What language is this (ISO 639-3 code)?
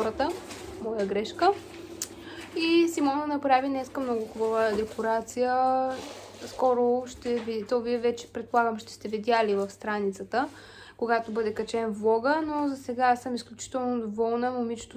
bul